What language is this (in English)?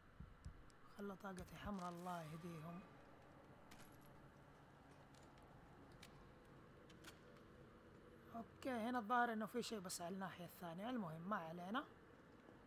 Arabic